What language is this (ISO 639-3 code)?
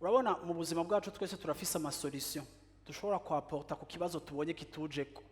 run